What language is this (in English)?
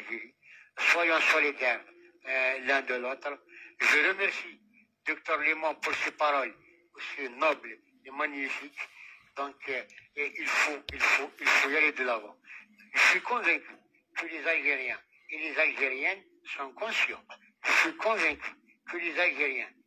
French